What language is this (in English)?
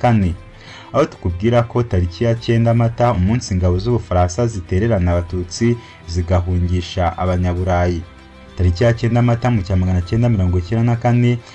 Kinyarwanda